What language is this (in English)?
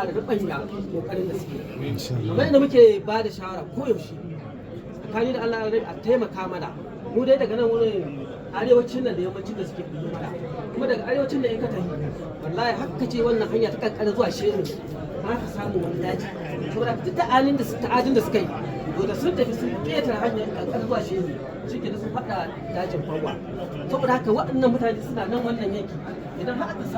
Hausa